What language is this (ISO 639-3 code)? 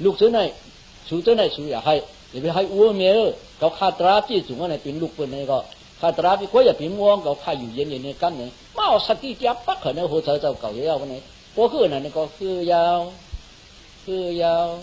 shn